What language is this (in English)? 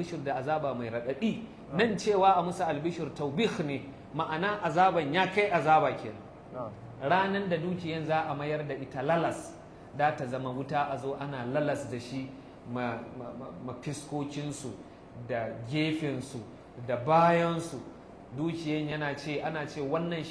Hausa